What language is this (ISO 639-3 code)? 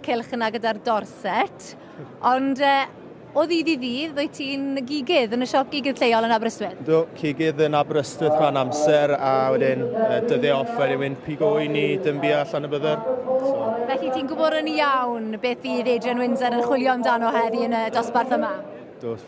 cym